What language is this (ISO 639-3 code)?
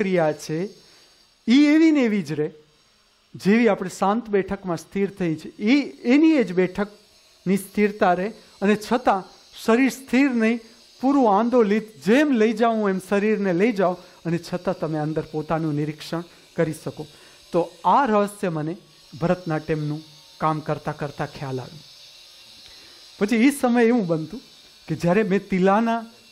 guj